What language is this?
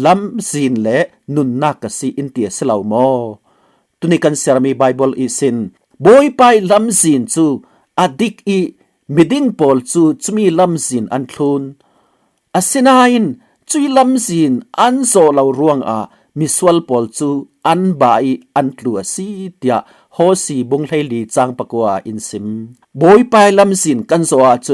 Falam Chin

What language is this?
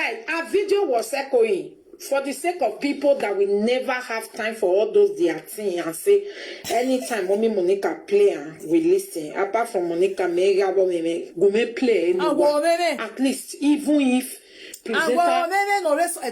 Nigerian Pidgin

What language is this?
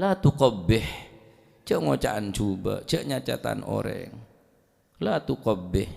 Madurese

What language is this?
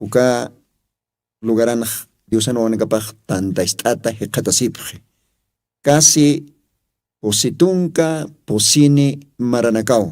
Aymara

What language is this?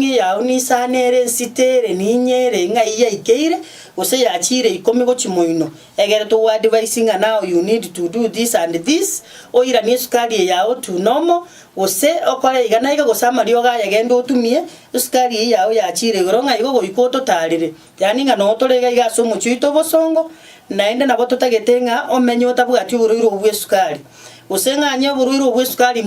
Gusii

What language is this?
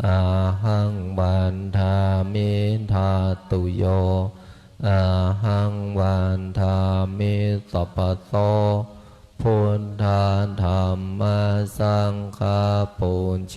Pali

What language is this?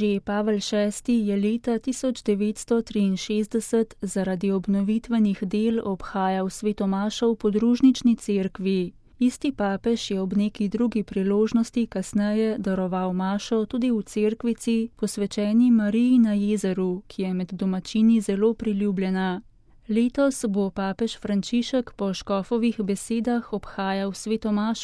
Slovenian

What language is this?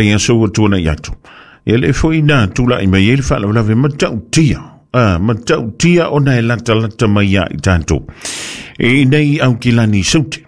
Samoan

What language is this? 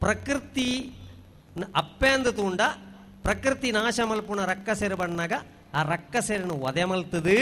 Tulu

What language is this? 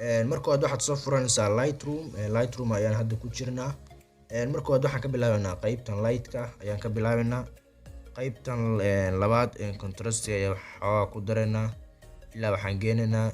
Somali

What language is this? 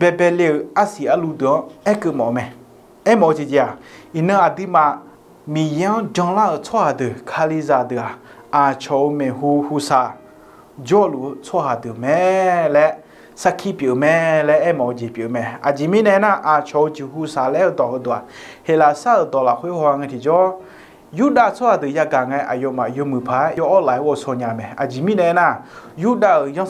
Akha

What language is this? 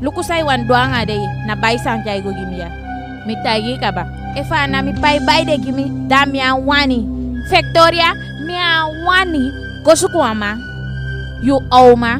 Eastern Maroon Creole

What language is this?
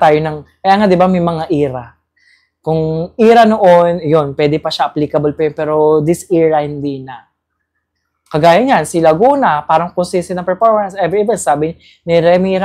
Filipino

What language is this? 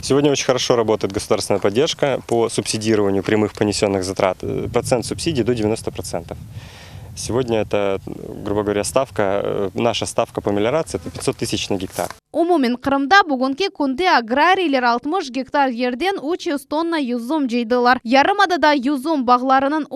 Crimean Tatar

